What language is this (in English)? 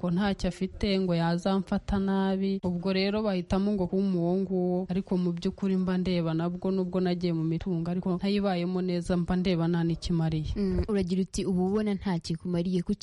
Kinyarwanda